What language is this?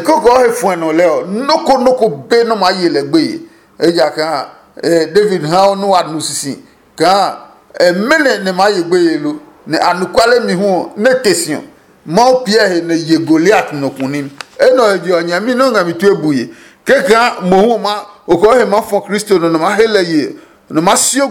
Adangme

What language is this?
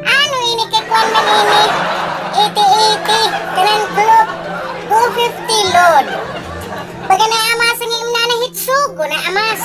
Waray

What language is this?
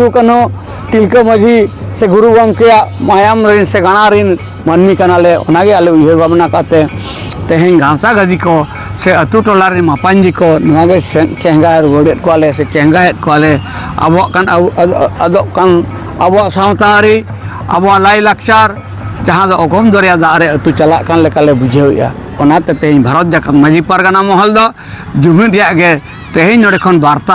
Santali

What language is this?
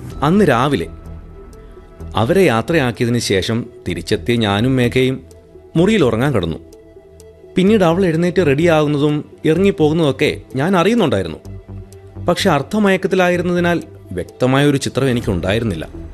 Malayalam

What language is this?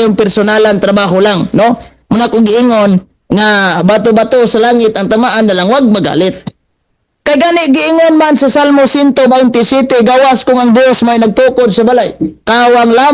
Cebuano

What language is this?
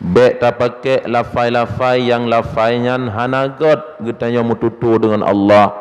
Achinese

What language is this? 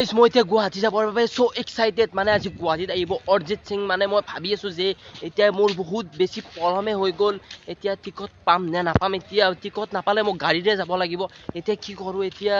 Assamese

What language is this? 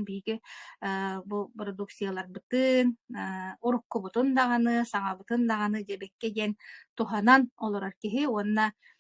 Yakut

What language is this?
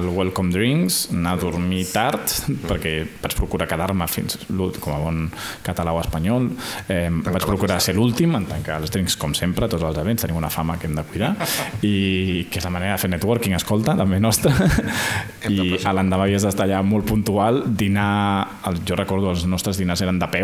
Catalan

